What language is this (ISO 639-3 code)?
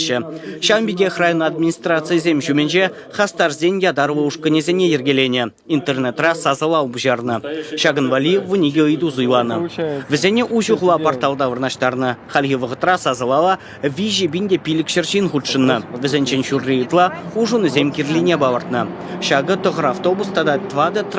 chv